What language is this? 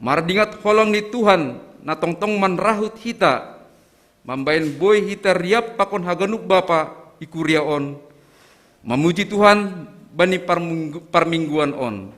Batak Simalungun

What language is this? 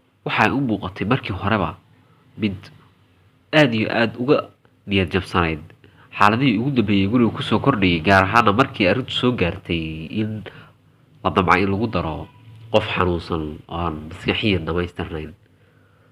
Somali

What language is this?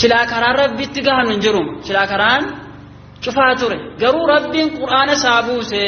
Oromo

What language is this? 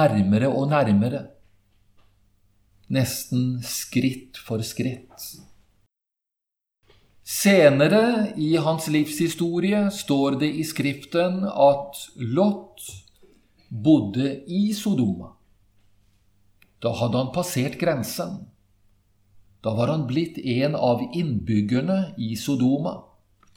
Norwegian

